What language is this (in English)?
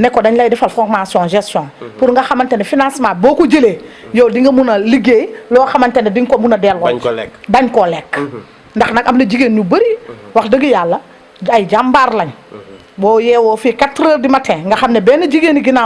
Wolof